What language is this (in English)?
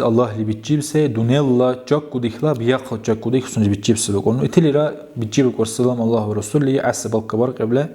Dargwa